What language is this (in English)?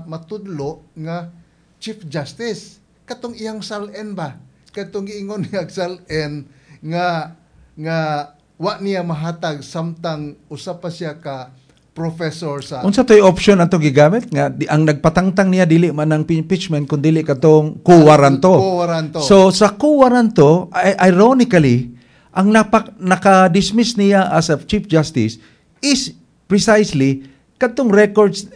Cebuano